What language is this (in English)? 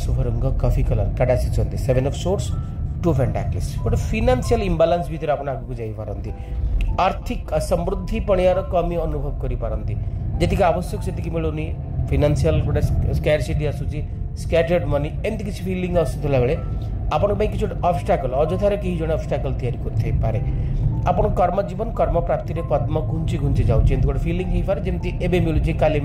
Odia